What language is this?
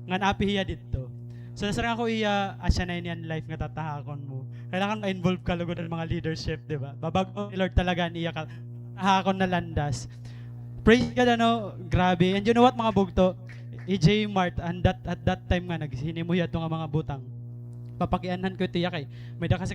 Waray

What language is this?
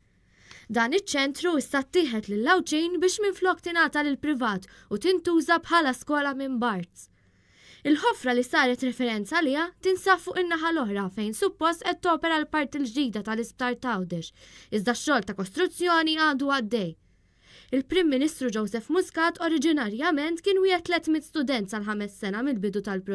Maltese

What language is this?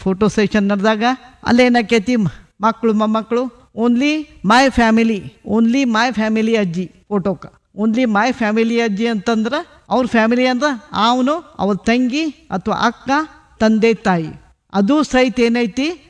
Kannada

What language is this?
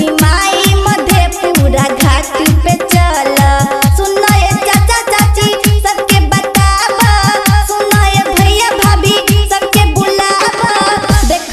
Bhojpuri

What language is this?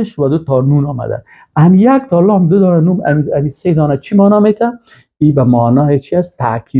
Persian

